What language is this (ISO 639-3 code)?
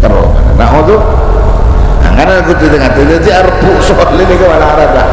mad